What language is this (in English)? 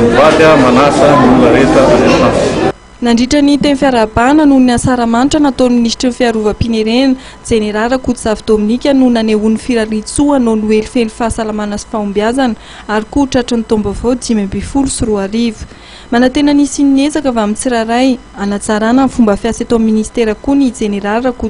Malagasy